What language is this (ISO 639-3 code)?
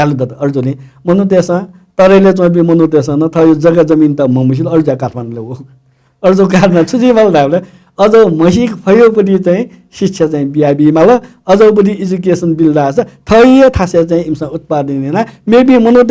new